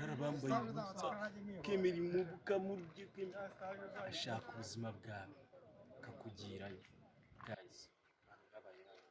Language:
Kinyarwanda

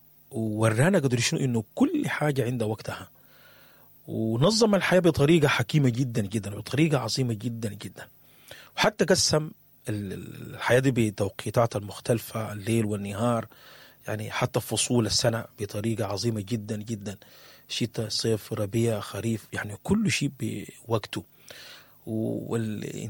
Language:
Sudanese Arabic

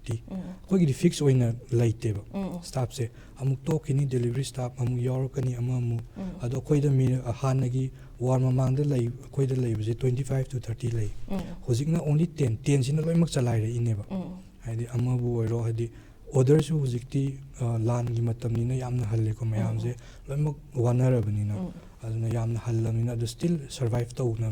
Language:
Manipuri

